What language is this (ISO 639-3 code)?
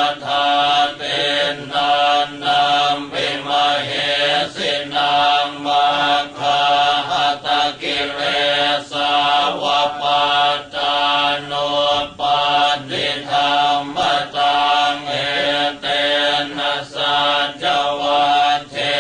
pli